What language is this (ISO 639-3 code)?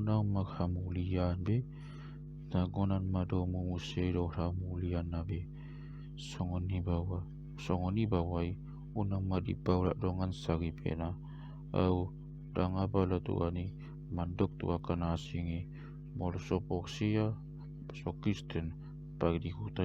bbc